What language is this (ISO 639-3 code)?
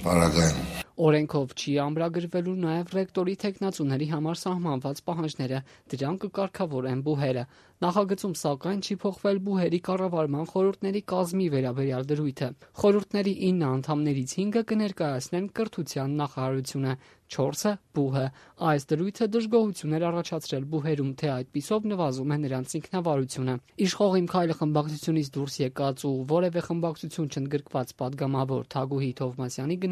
hye